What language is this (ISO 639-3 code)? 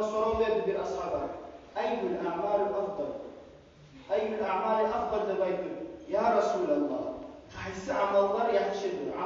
kum